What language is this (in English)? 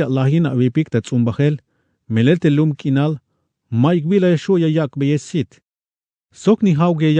Tzeltal